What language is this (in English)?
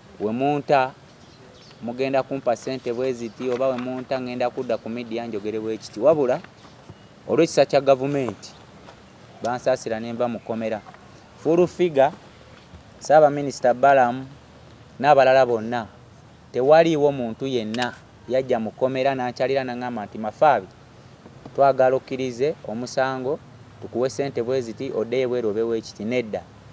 Ganda